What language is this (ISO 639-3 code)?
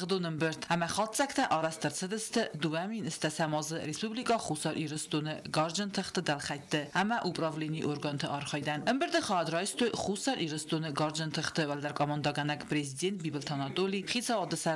oss